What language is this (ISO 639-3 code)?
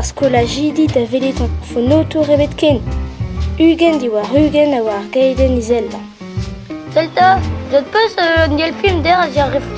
bre